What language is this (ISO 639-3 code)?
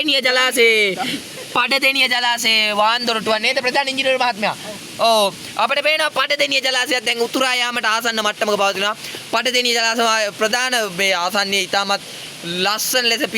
sin